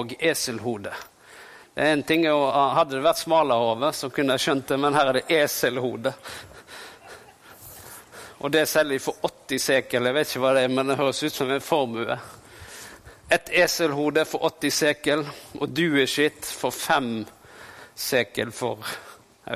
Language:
Norwegian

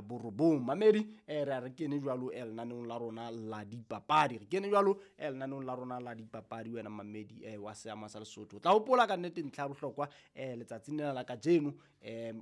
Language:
Southern Sotho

